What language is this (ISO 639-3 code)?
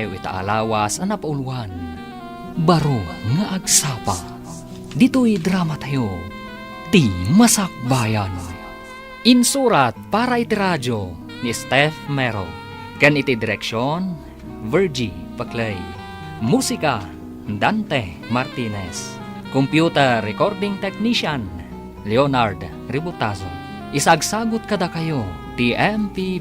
ilo